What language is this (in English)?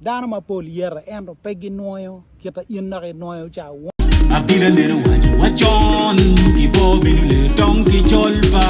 Acoli